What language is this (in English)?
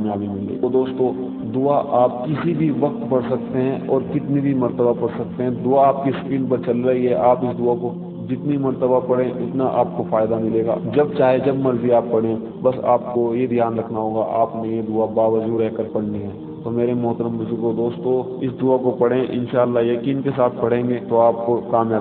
Urdu